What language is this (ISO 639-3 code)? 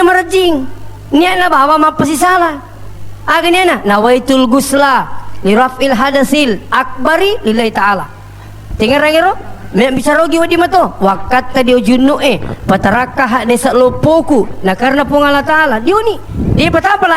bug